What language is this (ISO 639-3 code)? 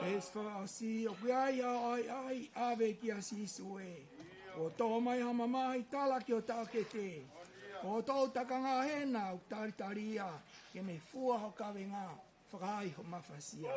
ton